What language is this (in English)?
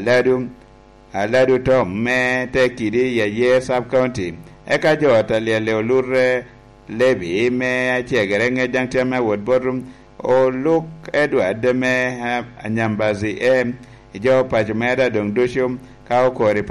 Lango (Uganda)